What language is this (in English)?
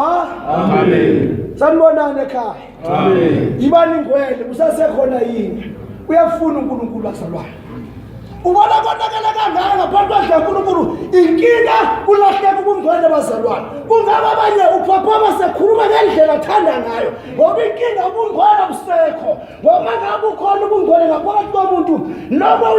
Zulu